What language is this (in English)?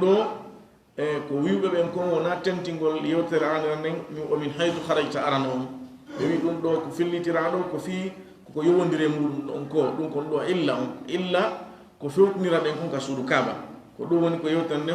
Fula